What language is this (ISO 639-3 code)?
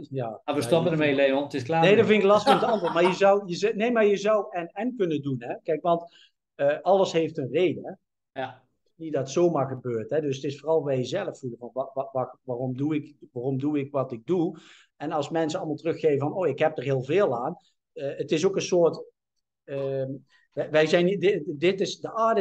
nld